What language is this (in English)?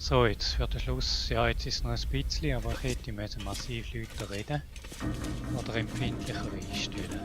Swiss German